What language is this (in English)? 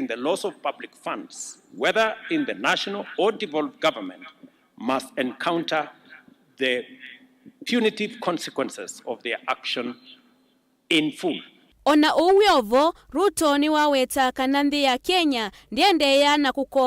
Kamba